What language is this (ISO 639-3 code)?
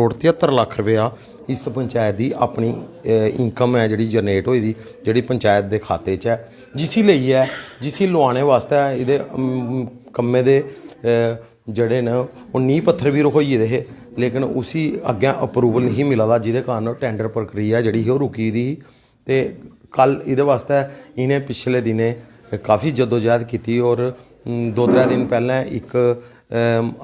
doi